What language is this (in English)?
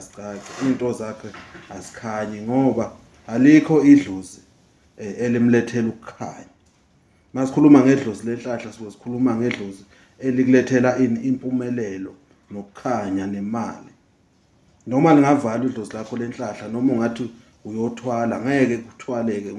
Zulu